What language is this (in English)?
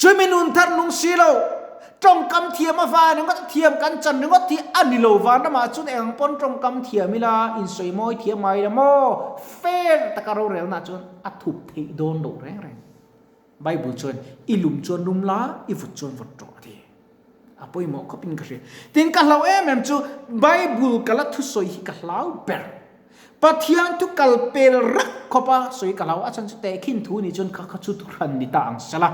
Mizo